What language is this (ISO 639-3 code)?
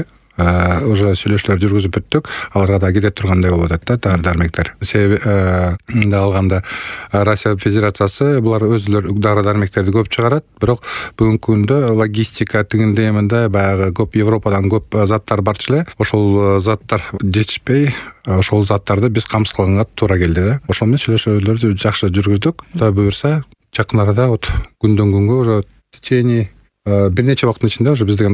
kir